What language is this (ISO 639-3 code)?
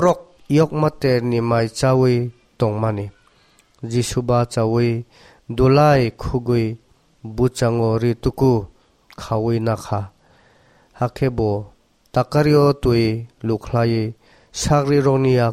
trp